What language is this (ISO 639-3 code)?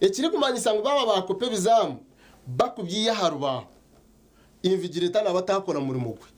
nyn